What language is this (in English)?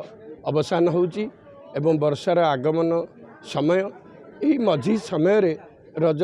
Odia